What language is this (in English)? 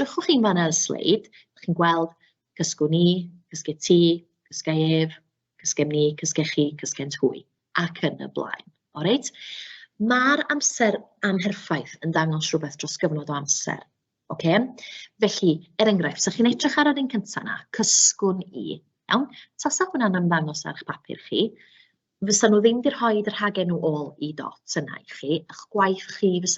Welsh